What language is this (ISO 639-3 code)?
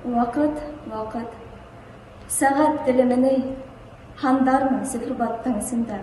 bak